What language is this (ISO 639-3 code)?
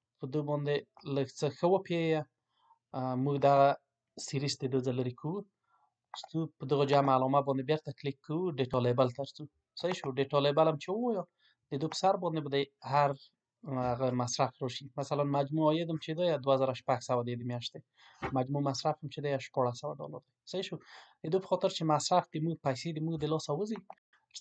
pus